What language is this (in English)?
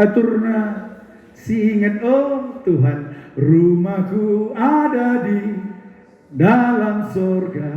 Batak Karo